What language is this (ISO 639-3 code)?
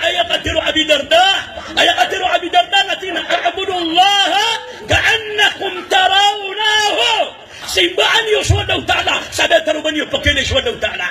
mrw